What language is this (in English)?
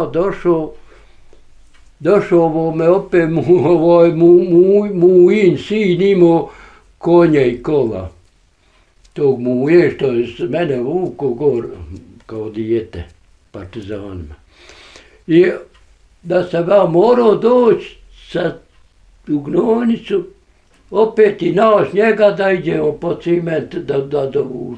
Bosnian